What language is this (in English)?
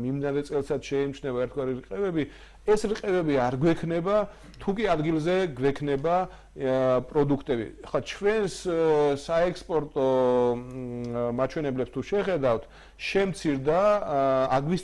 Georgian